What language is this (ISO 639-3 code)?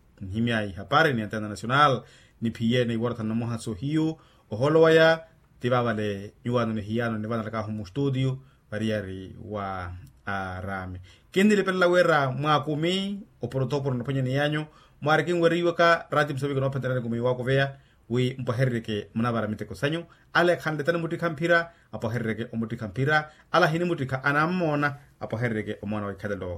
vmw